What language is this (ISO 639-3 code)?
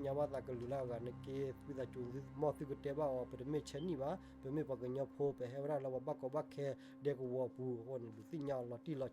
ksw